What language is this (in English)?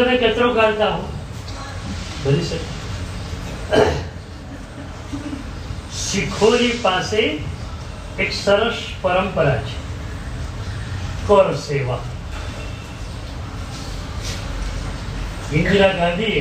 Gujarati